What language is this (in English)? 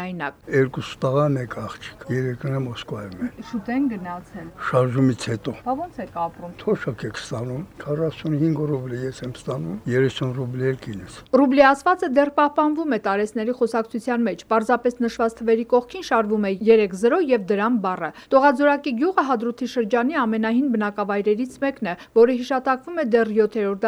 Armenian